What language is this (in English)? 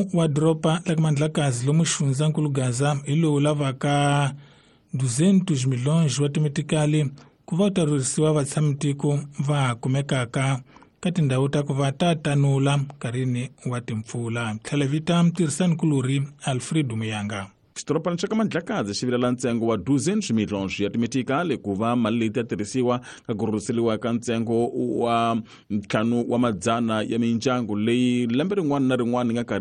Tsonga